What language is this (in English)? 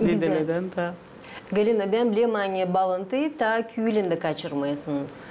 Gagauz